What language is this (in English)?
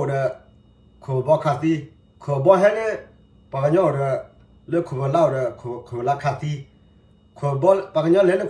S'gaw Karen